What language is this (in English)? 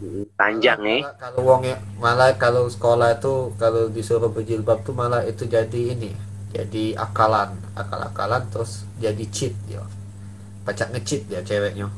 Musi